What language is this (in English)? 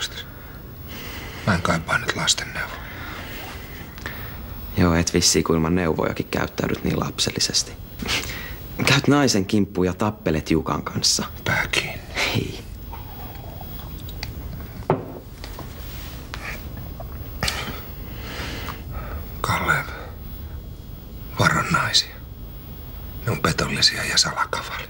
Finnish